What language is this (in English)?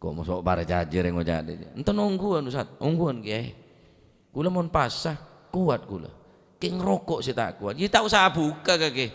Madurese